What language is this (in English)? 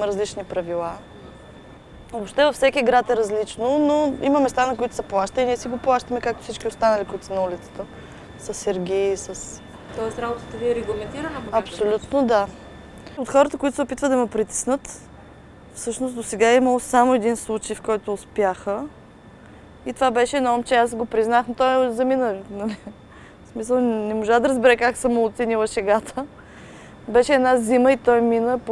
Bulgarian